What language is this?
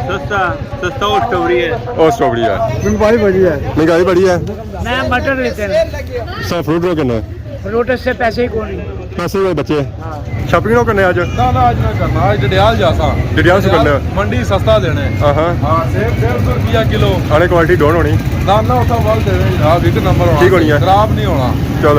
Pahari-Potwari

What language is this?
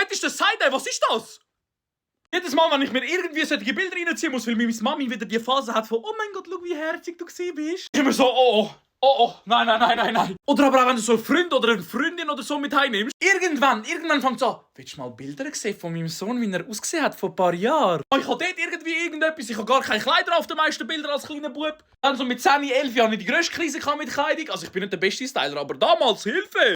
Swiss German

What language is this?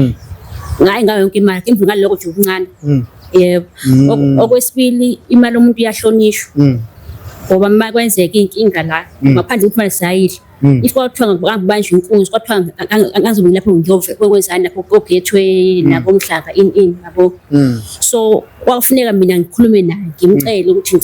Zulu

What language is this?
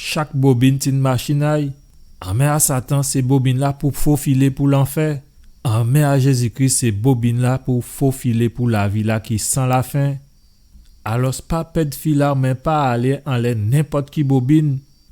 Guadeloupean Creole French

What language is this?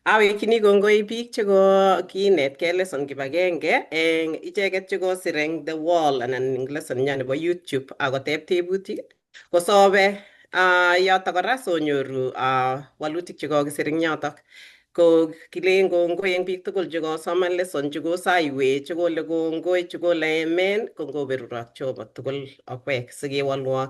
Kalenjin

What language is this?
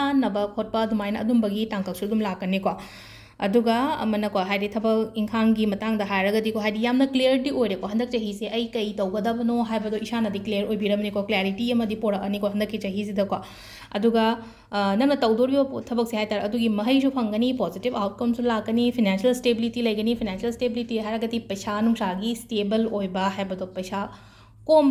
Manipuri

